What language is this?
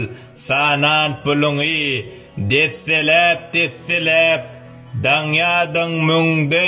Turkmen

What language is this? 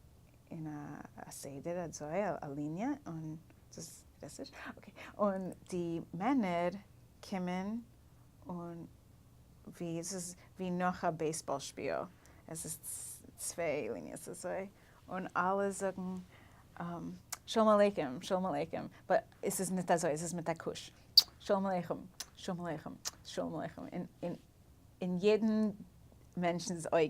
Yiddish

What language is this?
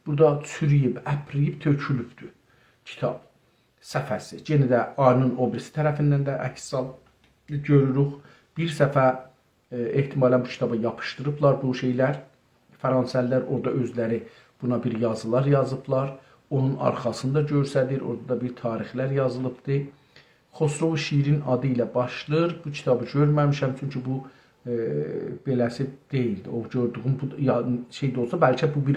South Azerbaijani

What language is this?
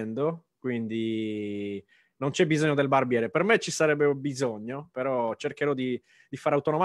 Italian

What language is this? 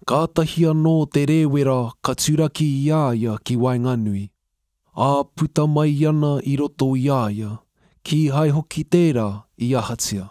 Māori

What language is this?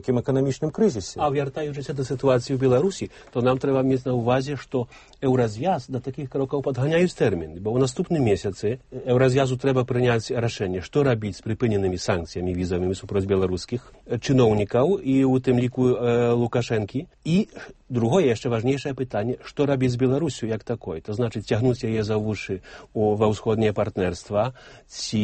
Belarusian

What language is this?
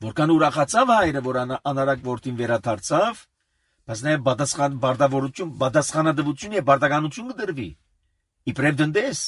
Armenian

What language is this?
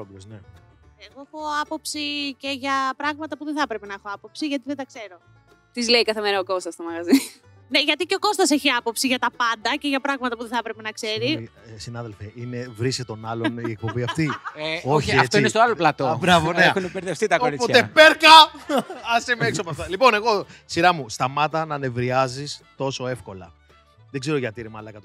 Greek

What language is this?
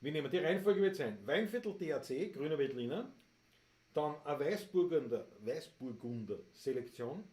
Bavarian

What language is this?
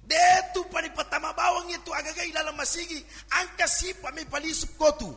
Buginese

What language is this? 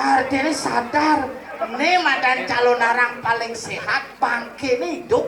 Balinese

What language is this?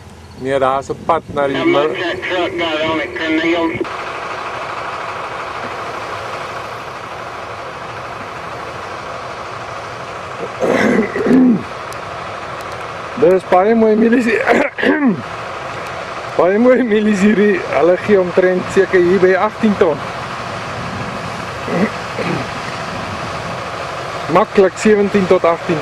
Afrikaans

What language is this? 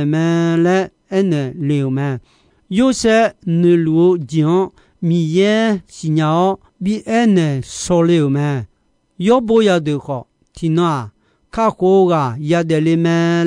Akha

